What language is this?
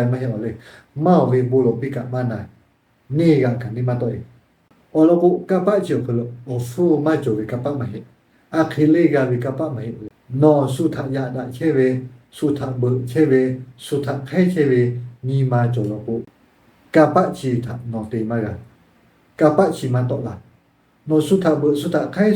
Lahu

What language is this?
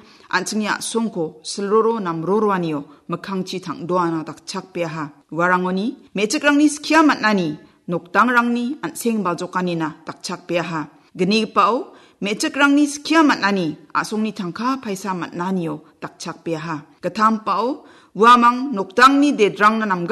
Garo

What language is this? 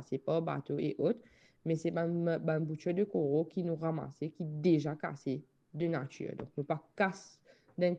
Morisyen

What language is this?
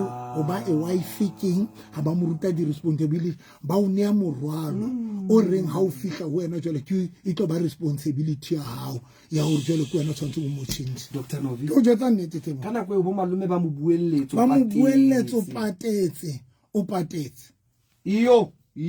Southern Sotho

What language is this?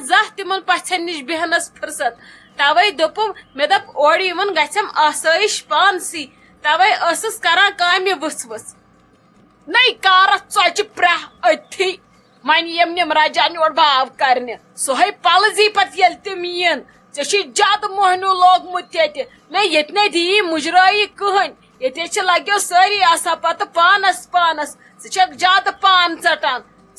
Kashmiri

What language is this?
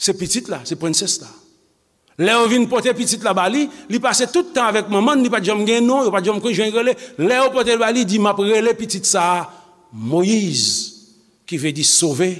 Haitian Creole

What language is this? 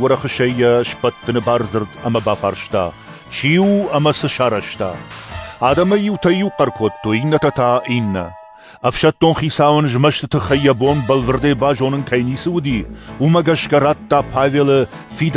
Ossetic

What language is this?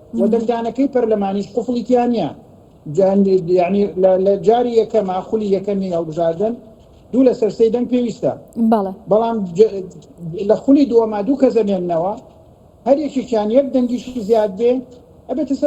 Central Kurdish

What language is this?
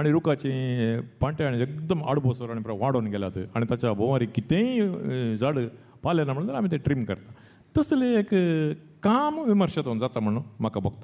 Konkani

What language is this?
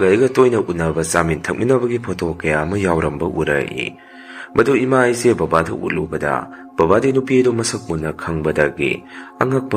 Manipuri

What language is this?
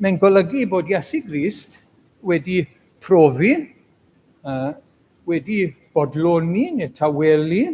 Welsh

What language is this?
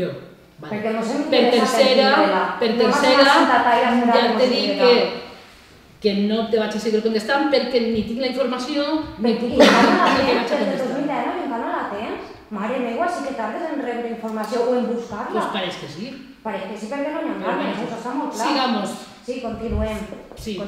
Catalan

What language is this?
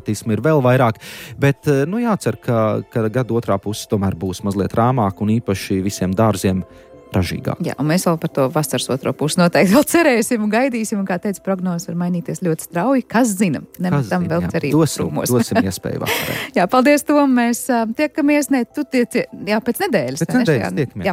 Latvian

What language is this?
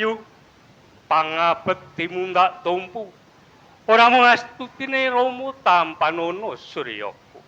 Javanese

